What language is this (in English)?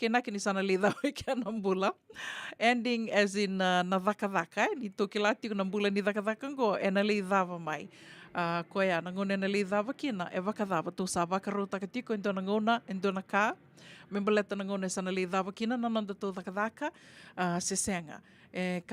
Fijian